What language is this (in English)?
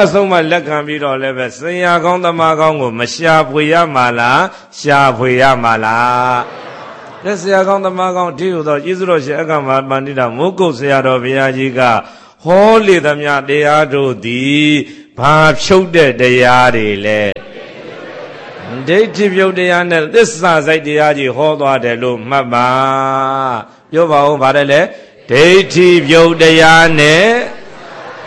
Burmese